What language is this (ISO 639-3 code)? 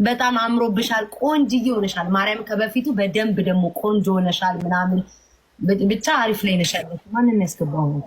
amh